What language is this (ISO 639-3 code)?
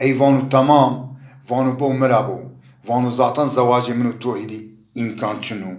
zza